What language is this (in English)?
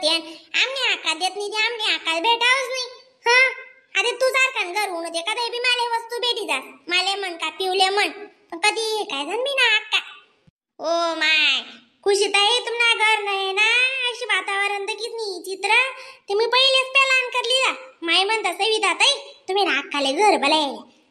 Khandesi